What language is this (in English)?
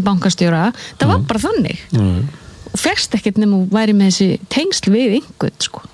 Icelandic